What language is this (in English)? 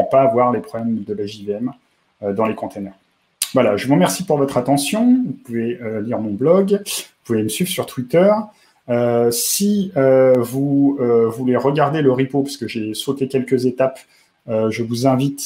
French